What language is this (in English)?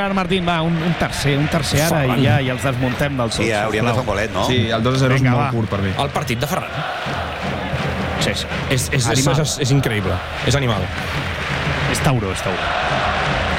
Catalan